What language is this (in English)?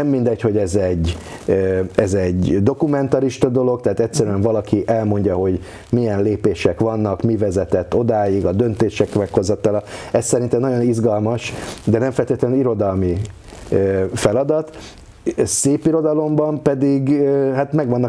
Hungarian